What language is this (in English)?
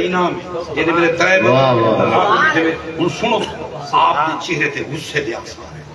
Saraiki